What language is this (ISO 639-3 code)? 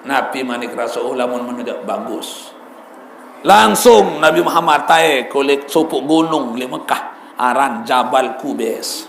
sas